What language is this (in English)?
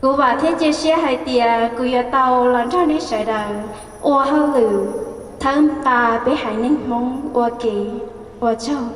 Hmong